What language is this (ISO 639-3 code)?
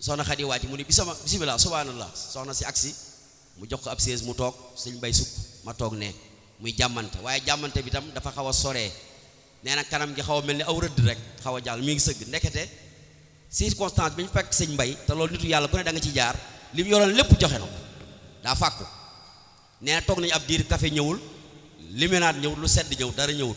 wol